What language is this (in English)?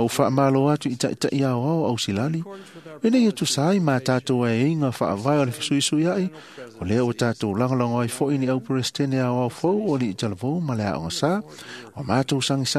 Samoan